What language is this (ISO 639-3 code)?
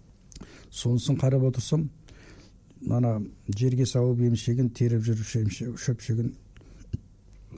kaz